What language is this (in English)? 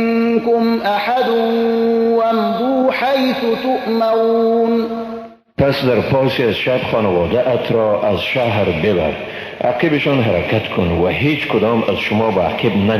Persian